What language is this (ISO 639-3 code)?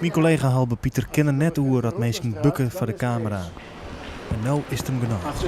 fry